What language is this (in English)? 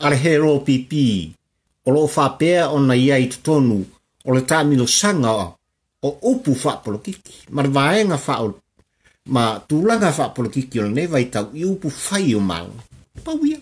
Samoan